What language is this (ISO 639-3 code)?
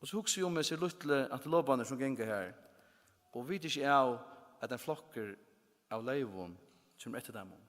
fao